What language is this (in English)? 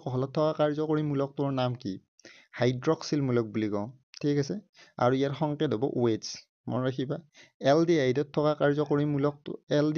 Assamese